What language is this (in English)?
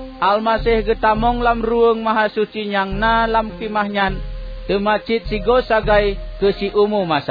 Achinese